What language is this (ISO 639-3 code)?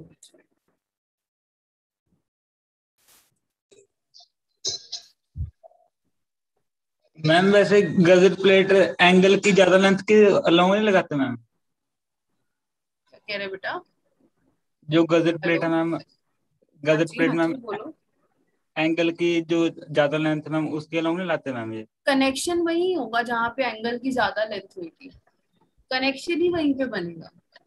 hin